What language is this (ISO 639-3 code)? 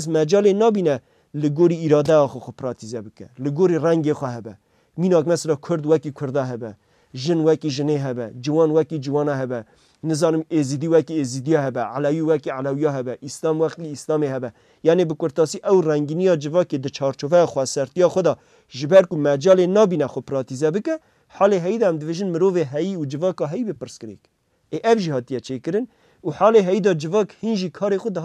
kur